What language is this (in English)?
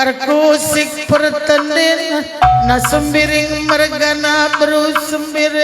Batak Karo